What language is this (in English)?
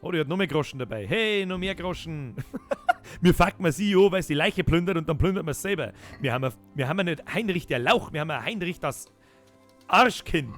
Bavarian